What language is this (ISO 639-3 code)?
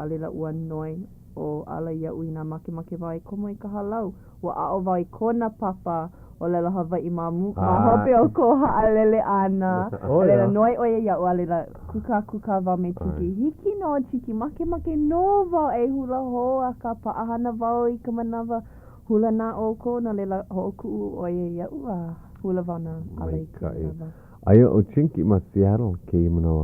haw